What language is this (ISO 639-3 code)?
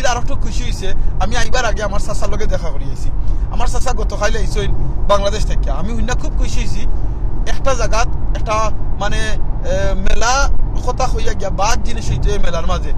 syl